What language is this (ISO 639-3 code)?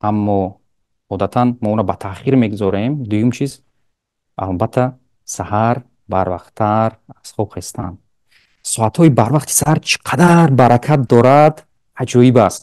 tgk